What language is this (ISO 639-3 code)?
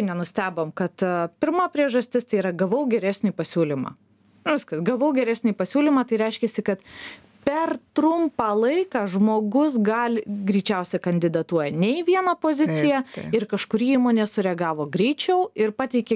lit